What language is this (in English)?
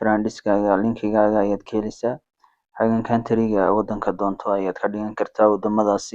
Somali